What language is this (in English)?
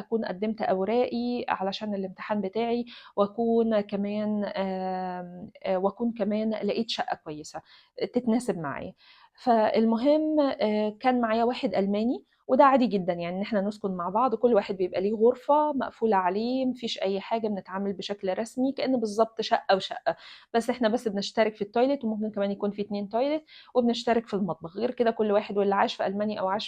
Egyptian Arabic